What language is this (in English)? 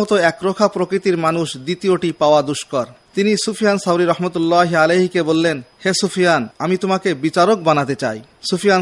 Bangla